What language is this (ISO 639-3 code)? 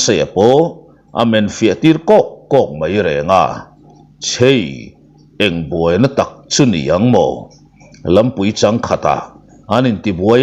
lus